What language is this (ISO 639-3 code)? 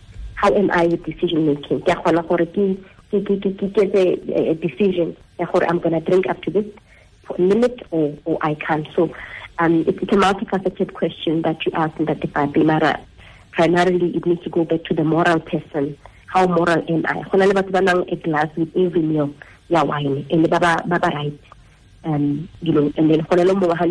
tsn